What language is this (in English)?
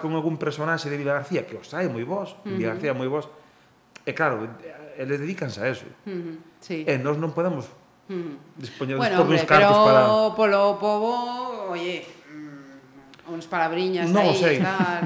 Galician